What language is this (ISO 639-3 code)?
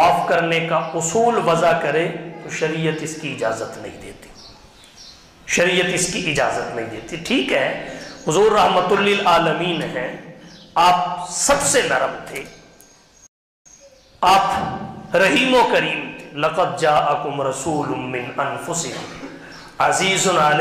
urd